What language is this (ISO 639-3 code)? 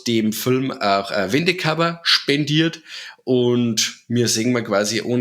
bar